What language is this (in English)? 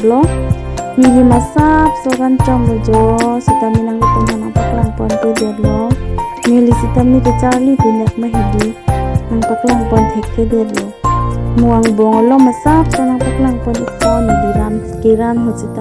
Karbi